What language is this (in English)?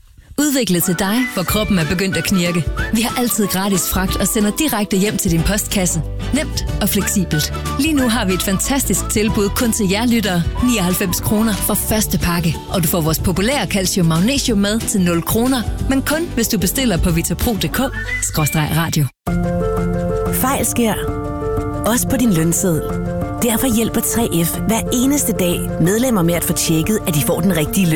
Danish